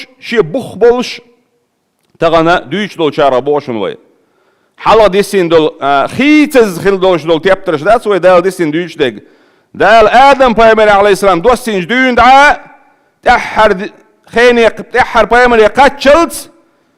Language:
Chechen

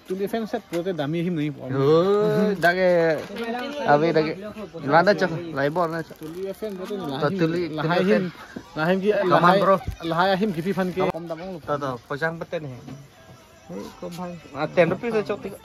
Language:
Karbi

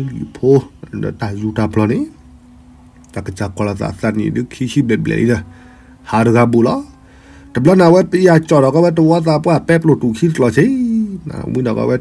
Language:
S'gaw Karen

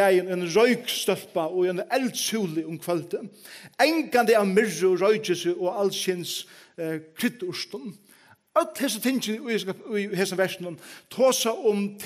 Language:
Faroese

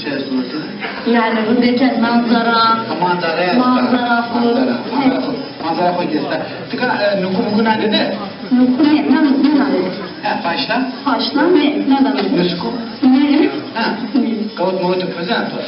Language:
Zaza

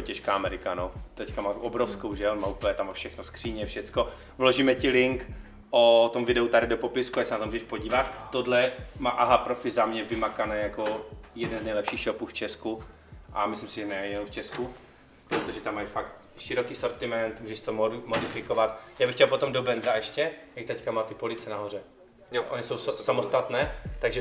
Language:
Czech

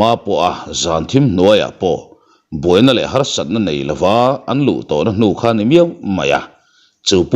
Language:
Mizo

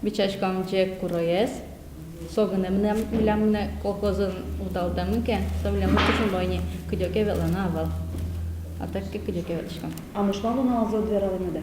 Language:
Udmurt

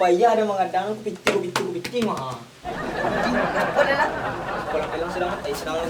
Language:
Minangkabau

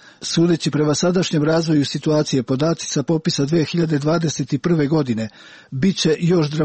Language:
Serbian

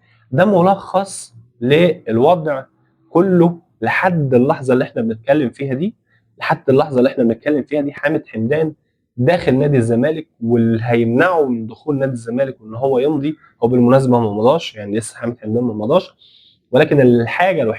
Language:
Egyptian Arabic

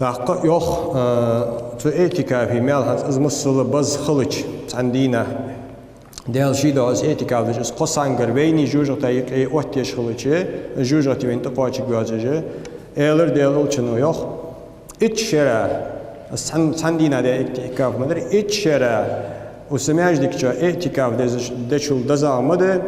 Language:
Ingush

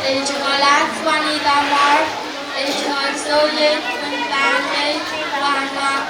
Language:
Pohnpeian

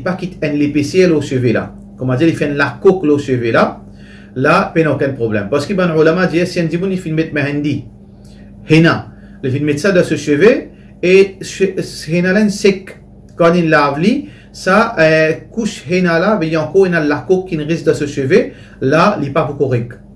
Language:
Morisyen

